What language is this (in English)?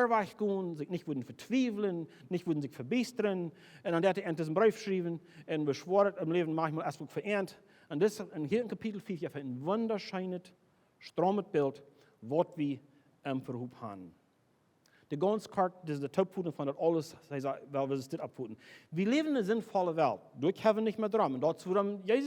Plautdietsch